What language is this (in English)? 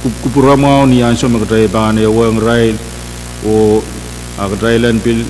Pohnpeian